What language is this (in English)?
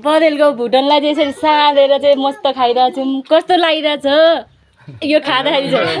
Nepali